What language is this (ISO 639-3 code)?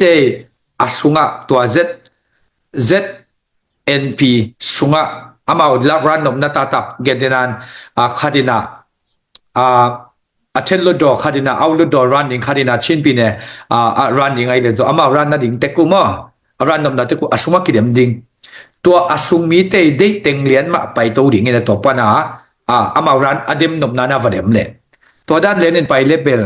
ctd